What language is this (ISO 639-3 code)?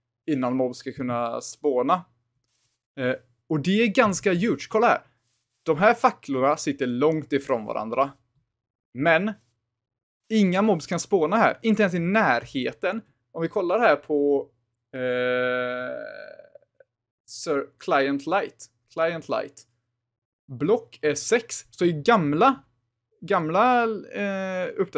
swe